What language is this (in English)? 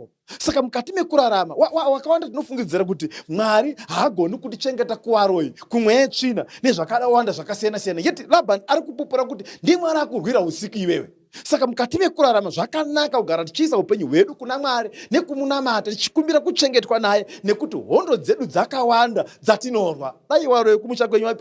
Shona